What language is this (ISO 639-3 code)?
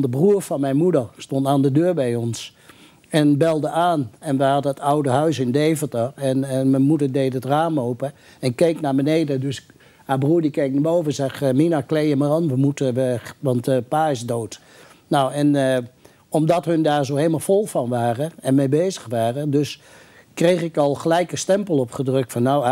nld